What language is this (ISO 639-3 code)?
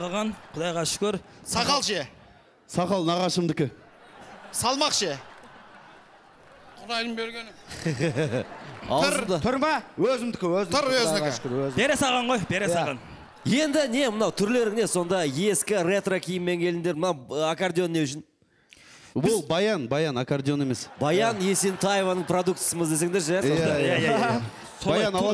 kaz